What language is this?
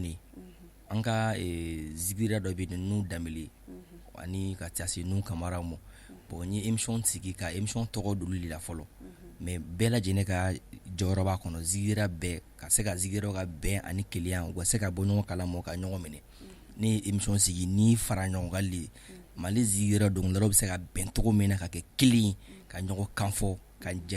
Bambara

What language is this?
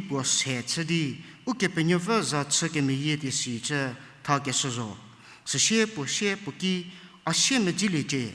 Angami Naga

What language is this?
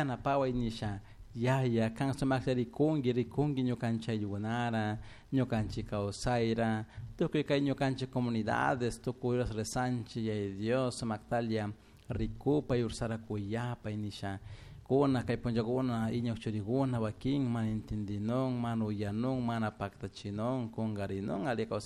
Chimborazo Highland Quichua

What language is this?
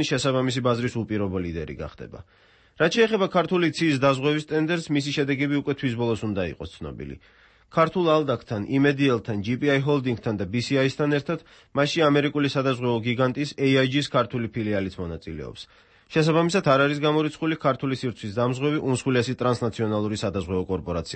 Georgian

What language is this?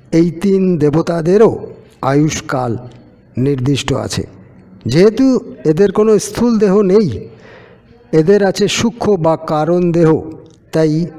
Bangla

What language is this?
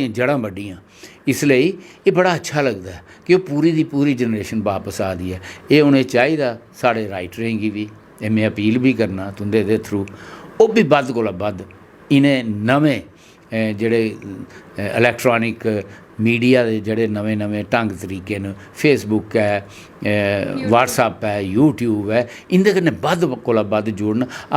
Dogri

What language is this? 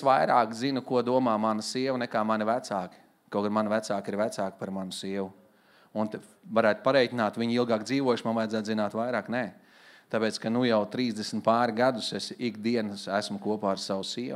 Latvian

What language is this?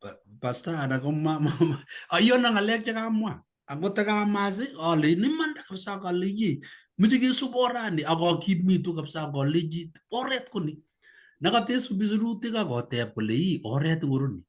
Kalenjin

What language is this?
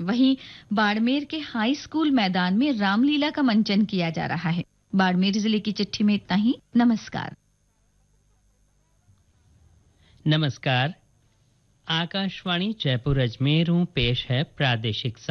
Hindi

